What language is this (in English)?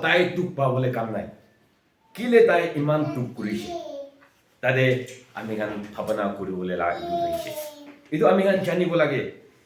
Konyak Naga